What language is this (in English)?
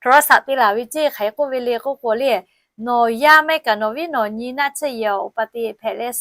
Lahu